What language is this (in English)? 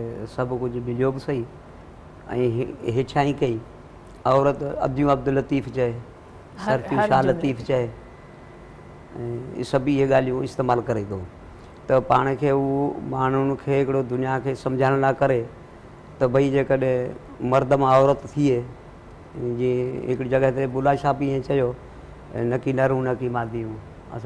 Sindhi